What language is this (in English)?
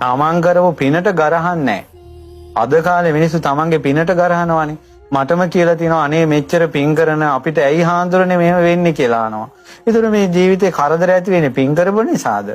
Sinhala